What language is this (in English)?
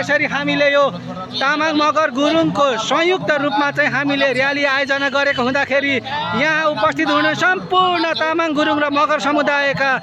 Nepali